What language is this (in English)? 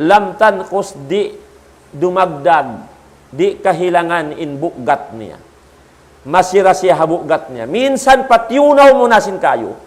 Tausug